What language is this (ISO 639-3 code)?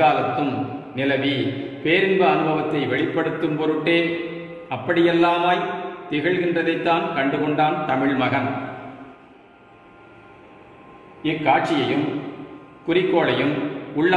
tam